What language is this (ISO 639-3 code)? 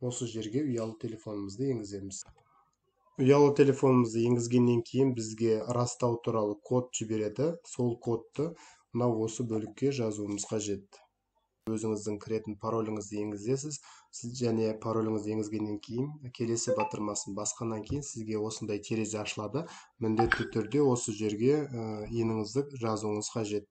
kaz